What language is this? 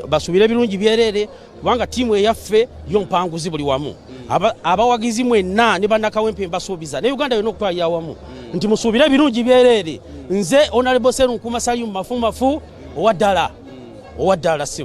Ganda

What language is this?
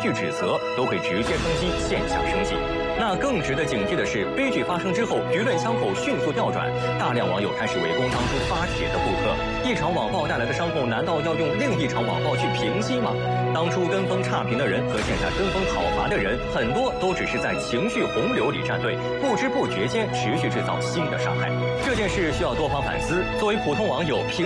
Chinese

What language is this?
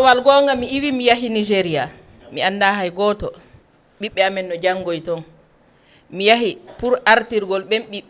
Fula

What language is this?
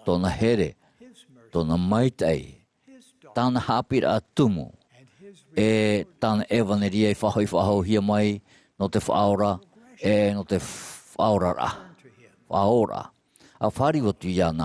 Tahitian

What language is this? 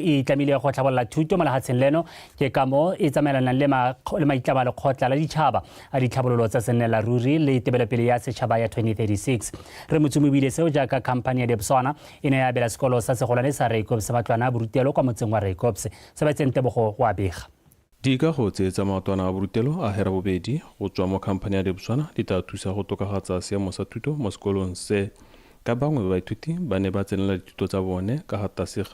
Tswana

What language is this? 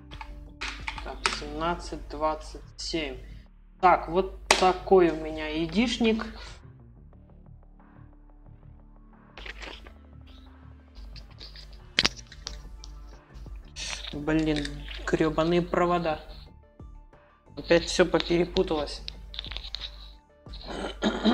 Russian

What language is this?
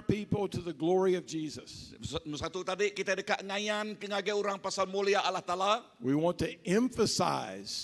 Iban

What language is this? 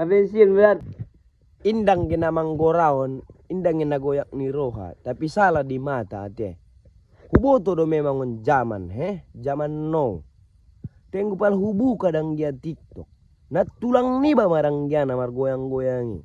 Batak Mandailing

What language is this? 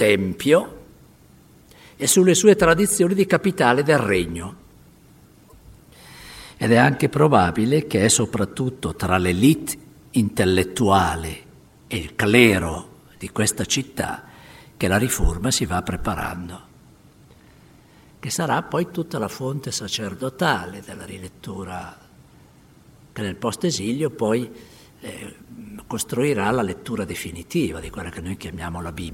Italian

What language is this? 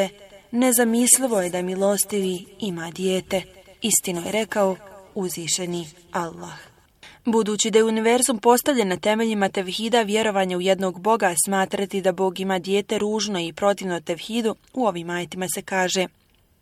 Bosnian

